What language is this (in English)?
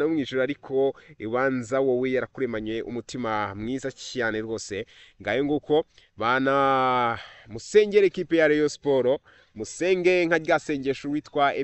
Kinyarwanda